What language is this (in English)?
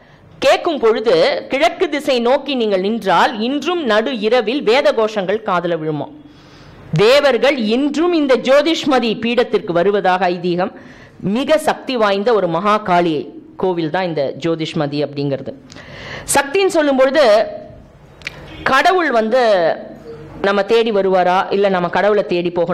Tamil